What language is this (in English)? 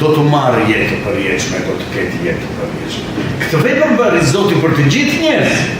Albanian